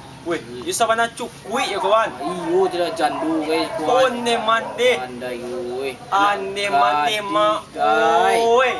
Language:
Minangkabau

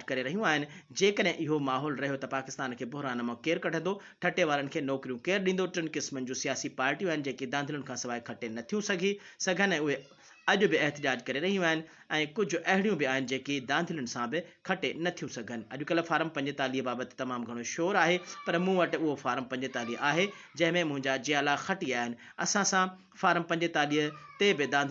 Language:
Sindhi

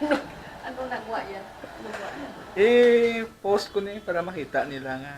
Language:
Hiligaynon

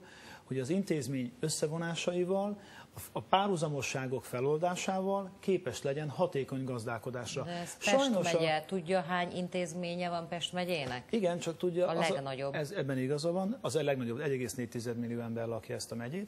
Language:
Hungarian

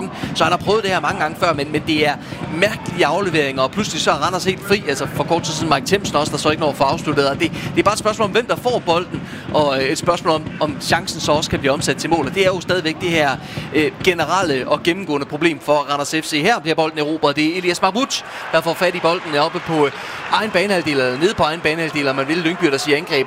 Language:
Danish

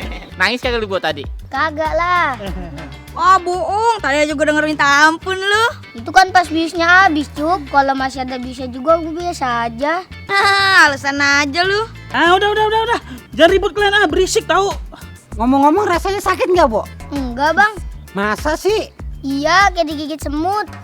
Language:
Betawi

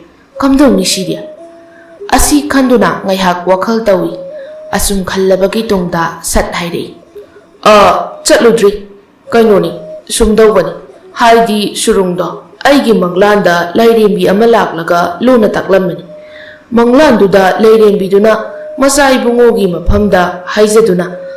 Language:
Manipuri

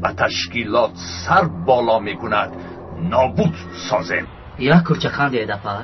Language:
Tajik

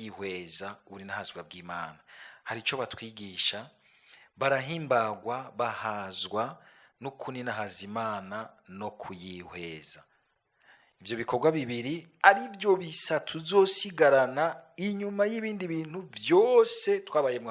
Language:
Rundi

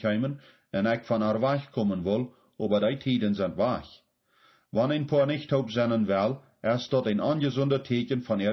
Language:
Plautdietsch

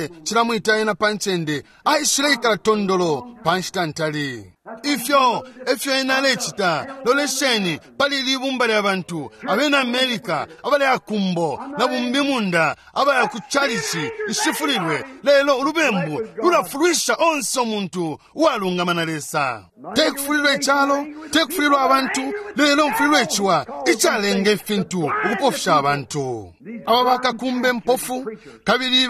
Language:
Bemba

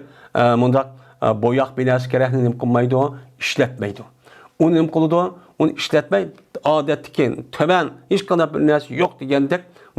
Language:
Uyghur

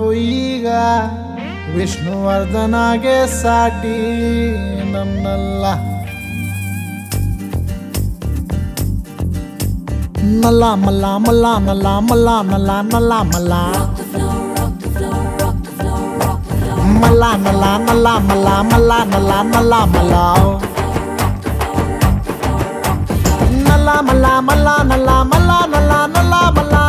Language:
Kannada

